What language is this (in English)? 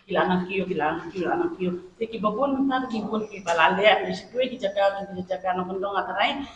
Khasi